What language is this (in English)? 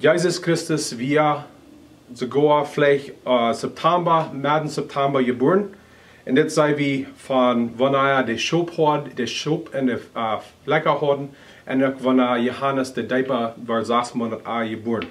Plautdietsch